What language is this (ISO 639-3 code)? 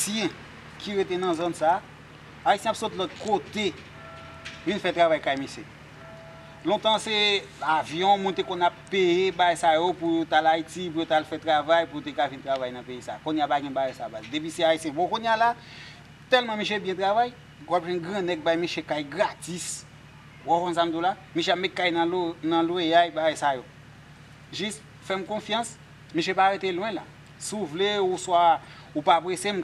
hat